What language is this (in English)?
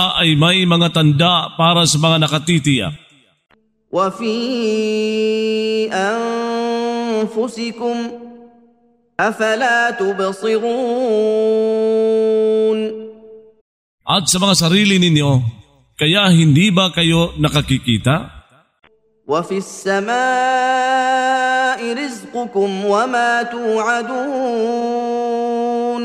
Filipino